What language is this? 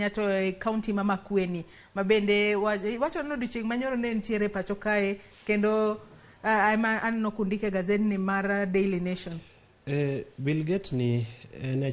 Luo (Kenya and Tanzania)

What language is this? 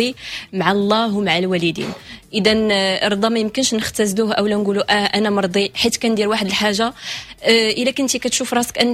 Moroccan Arabic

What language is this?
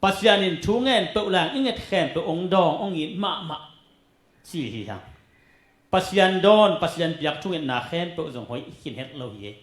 Tedim Chin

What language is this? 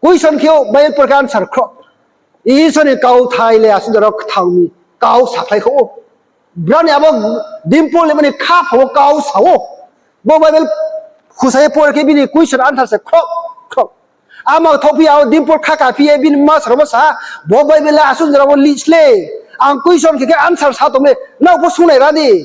Riang (India)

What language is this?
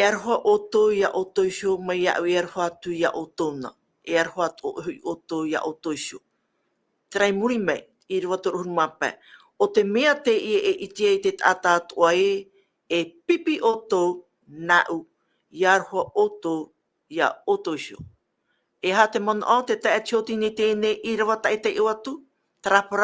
Tahitian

